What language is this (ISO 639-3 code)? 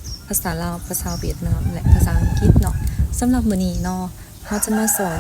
lao